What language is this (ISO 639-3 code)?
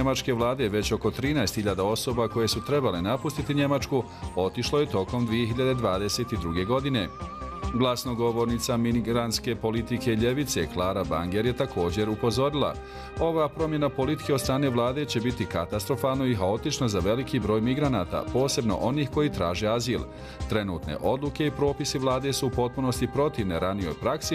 bos